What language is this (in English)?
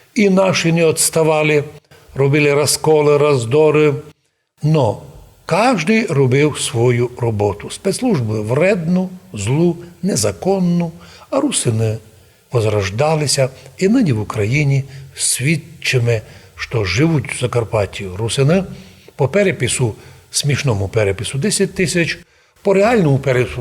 Rusyn